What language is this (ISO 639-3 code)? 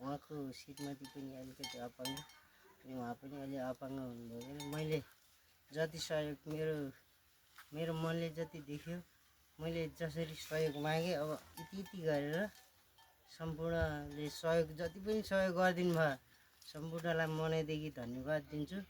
nep